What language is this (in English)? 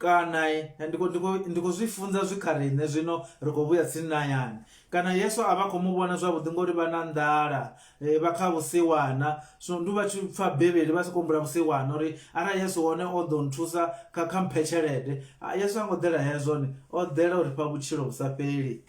Venda